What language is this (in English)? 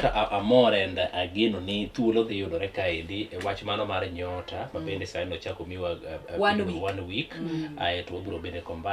Luo (Kenya and Tanzania)